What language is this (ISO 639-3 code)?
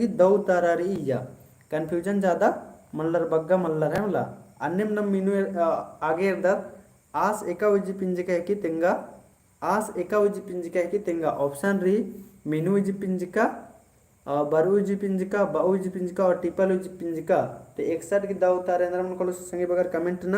kru